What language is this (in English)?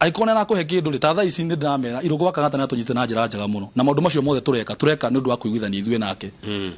Kikuyu